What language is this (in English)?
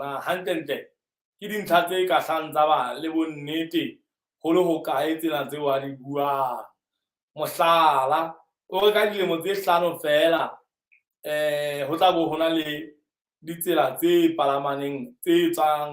Southern Sotho